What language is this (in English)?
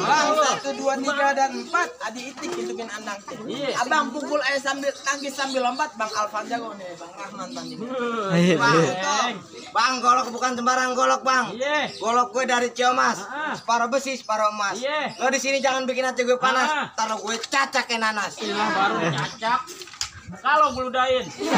Betawi